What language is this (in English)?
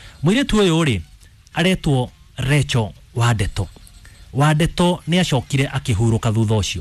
Kikuyu